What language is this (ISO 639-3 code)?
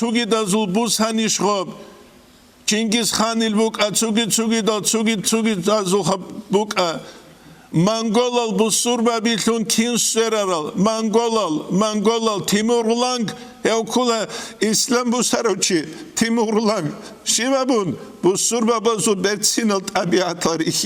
ava